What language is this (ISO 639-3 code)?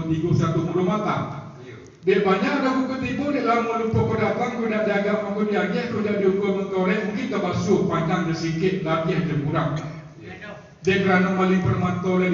min